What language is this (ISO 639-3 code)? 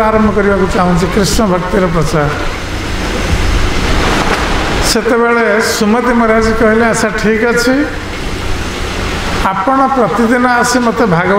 ori